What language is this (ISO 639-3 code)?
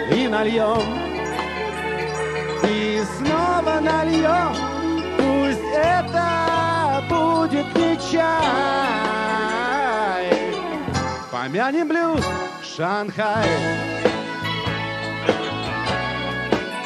rus